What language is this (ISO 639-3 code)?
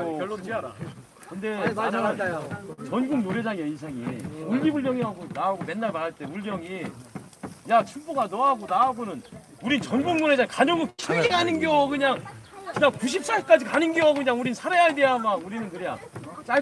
kor